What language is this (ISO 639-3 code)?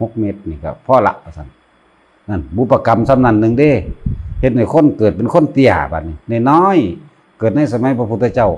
lao